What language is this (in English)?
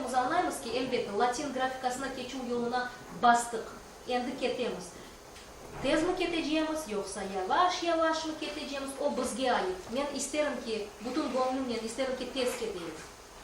Crimean Tatar